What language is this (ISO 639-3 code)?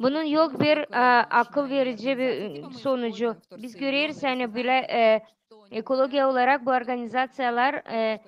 gag